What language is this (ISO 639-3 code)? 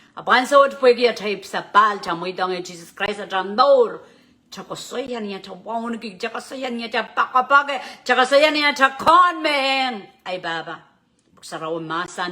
pon